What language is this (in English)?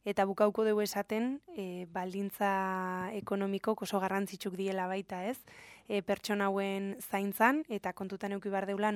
Basque